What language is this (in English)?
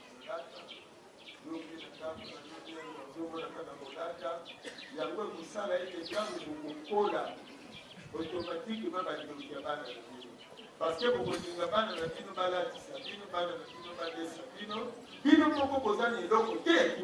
Lingala